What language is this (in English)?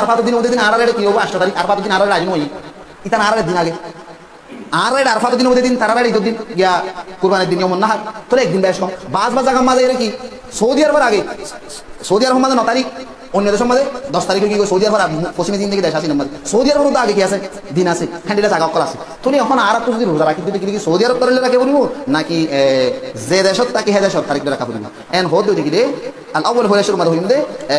Rohingya